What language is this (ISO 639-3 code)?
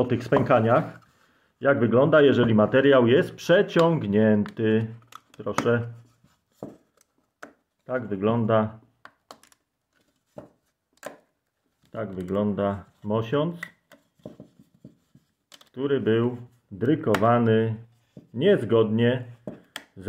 pol